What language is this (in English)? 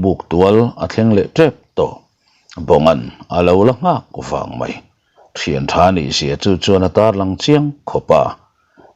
Mizo